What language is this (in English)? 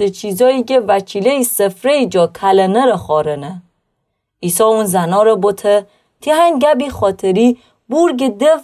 Gilaki